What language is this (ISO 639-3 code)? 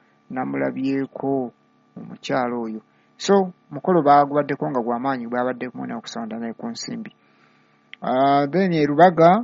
lug